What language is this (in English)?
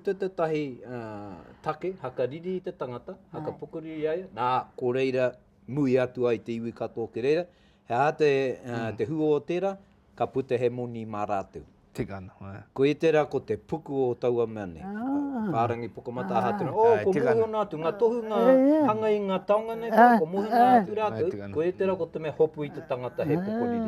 Māori